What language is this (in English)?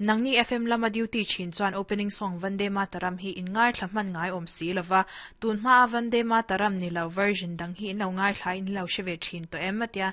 Mizo